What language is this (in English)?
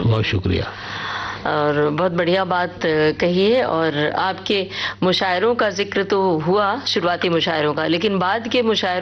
Hindi